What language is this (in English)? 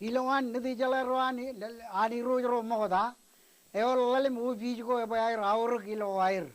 Marshallese